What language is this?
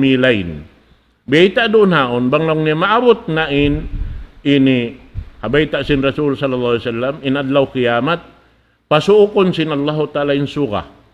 Tausug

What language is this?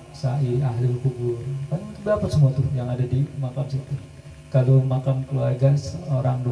Betawi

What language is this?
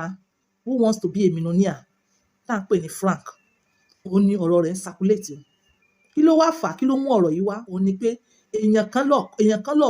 Yoruba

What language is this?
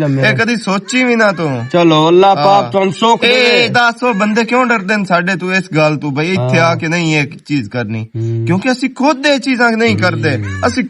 Western Panjabi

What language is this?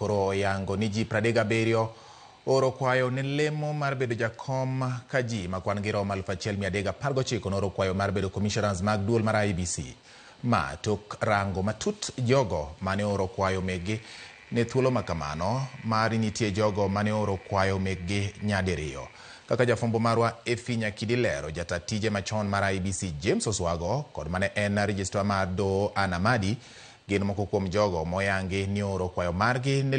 Luo (Kenya and Tanzania)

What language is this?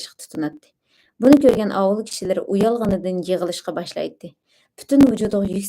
Uyghur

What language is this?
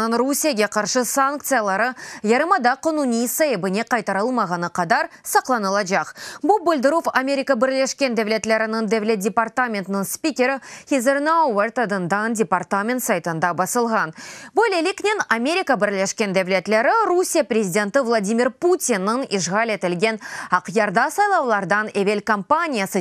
Crimean Tatar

